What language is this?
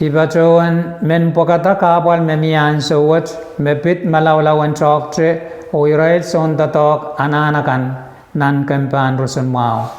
Pohnpeian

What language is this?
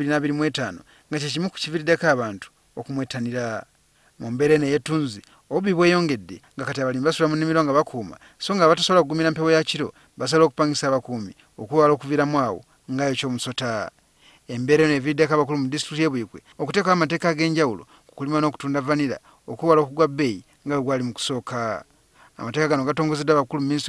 Ganda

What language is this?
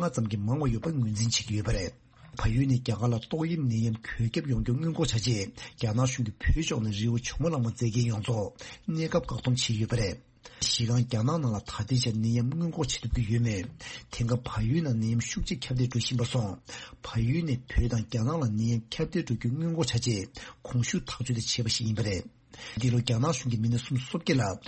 Tibetan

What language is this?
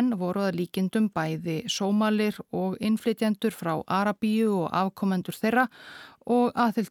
Icelandic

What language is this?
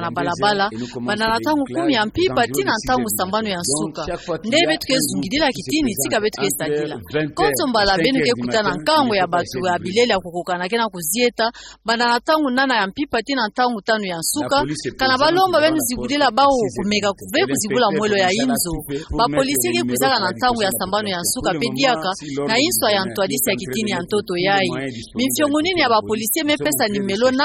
Kituba (Democratic Republic of Congo)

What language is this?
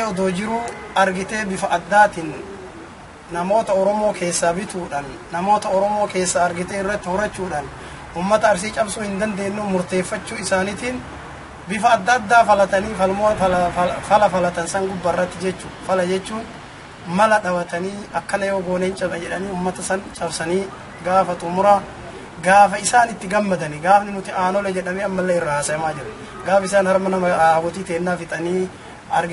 Oromo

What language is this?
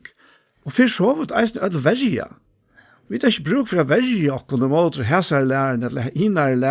Faroese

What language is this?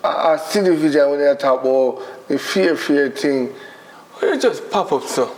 Jamaican Creole English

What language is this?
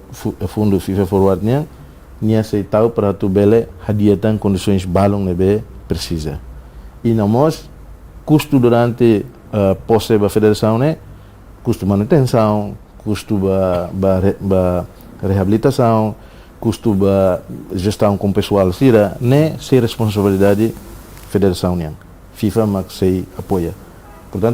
Tetum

